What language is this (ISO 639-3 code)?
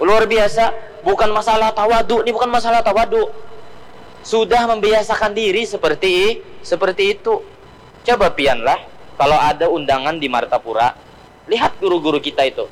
bjn